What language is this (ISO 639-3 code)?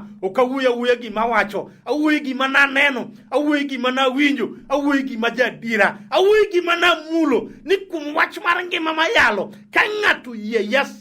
luo